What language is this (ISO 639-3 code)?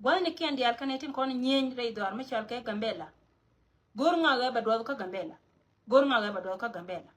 nus